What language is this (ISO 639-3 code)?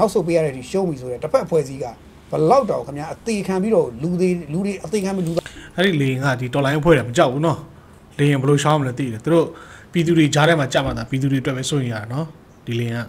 mya